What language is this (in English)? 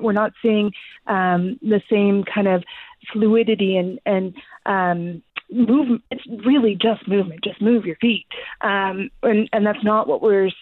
English